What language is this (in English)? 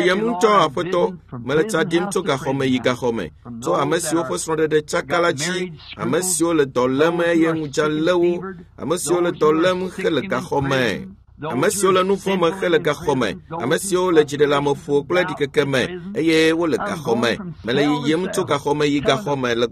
Ewe